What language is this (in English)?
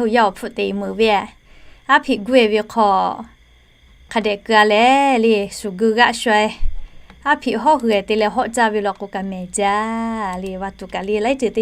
Lahu